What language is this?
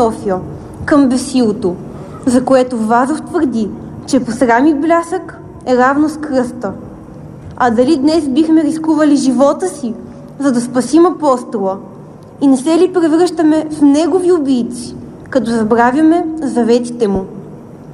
Bulgarian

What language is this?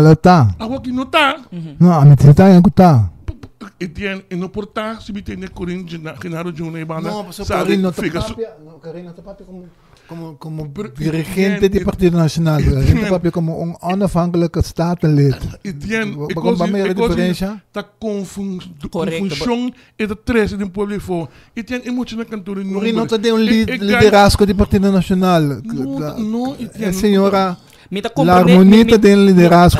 Papiamento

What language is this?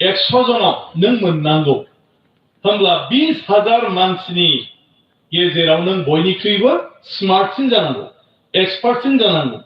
Bodo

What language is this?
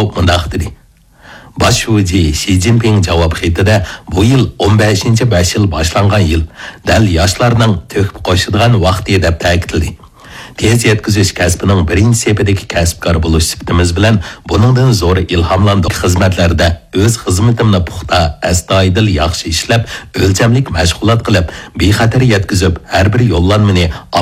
Uyghur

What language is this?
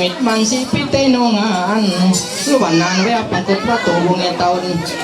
Ma'anyan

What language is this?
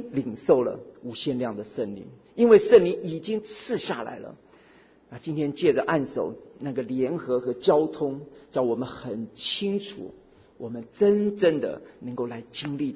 Chinese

